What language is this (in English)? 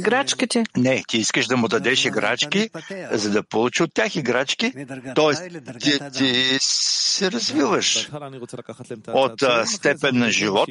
Bulgarian